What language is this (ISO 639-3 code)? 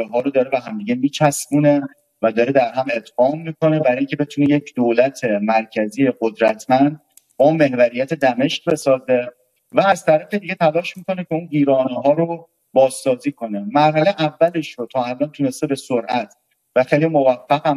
fas